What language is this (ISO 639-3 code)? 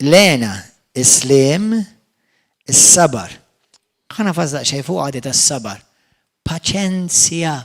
mlt